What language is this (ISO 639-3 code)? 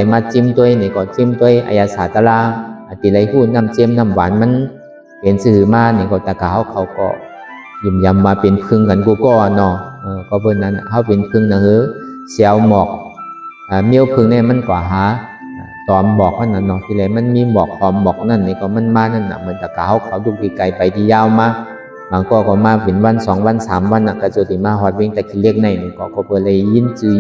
shn